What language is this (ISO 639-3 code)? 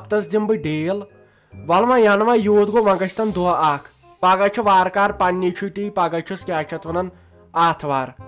kas